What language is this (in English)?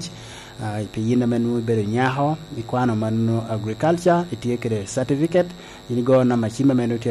Lango (Uganda)